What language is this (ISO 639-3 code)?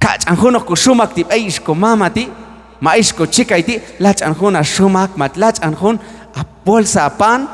kjb